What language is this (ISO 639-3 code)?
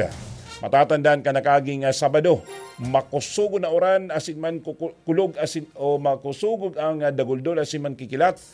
bik